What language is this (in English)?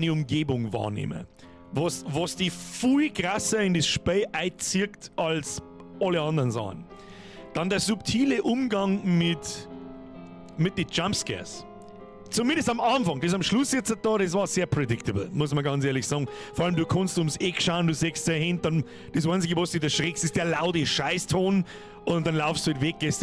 Bavarian